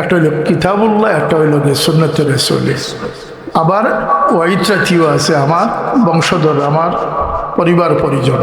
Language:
Sylheti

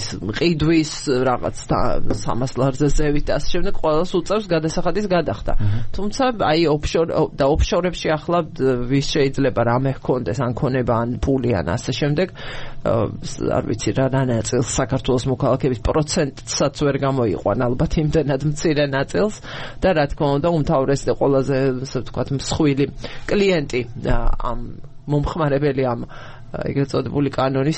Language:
Georgian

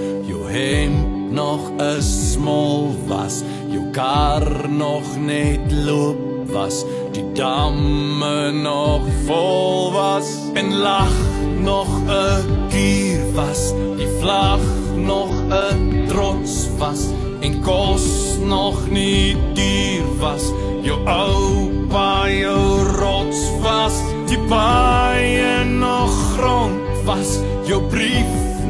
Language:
Afrikaans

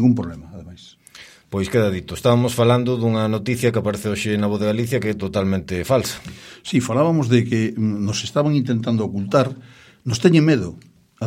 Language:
Galician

